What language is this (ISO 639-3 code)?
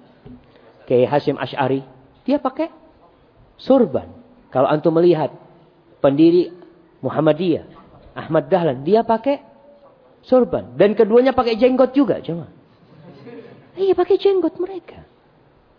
ind